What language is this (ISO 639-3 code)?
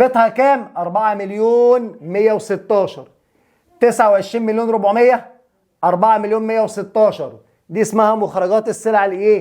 arz